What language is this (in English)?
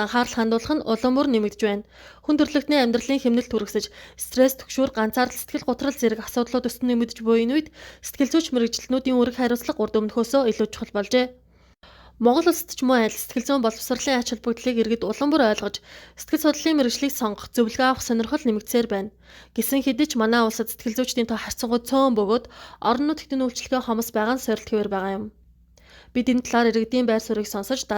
Mongolian